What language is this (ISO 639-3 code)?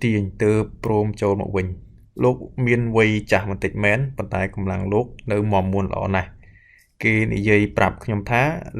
khm